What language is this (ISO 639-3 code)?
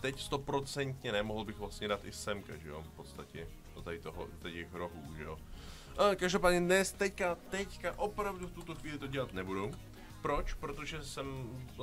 ces